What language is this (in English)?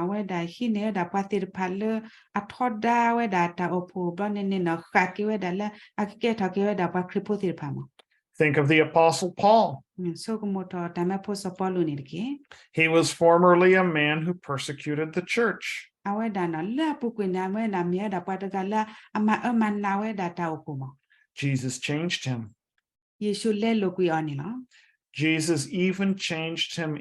S'gaw Karen